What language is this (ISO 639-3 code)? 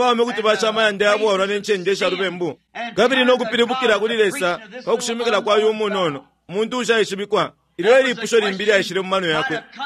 bem